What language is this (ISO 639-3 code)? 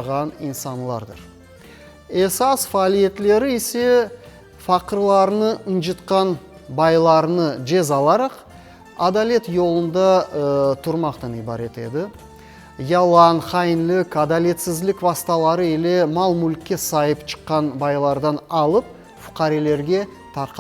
crh